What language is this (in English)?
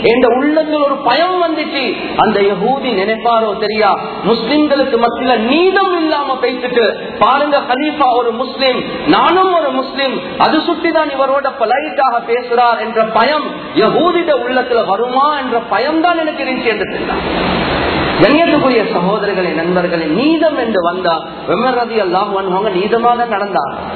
Tamil